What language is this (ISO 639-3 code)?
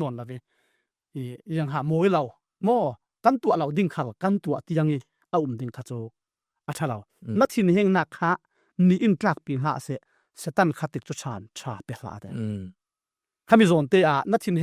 cfm